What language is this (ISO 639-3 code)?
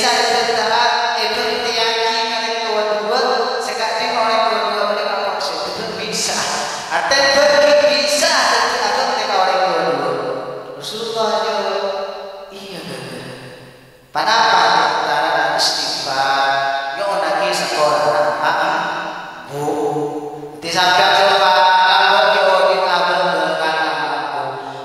mad